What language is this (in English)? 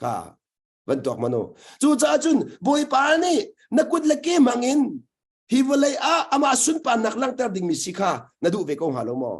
Hakha Chin